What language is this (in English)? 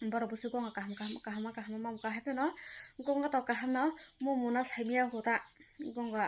Kok Borok